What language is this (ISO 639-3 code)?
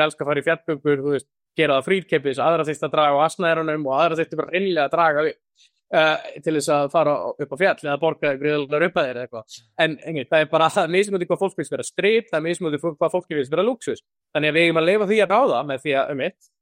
isl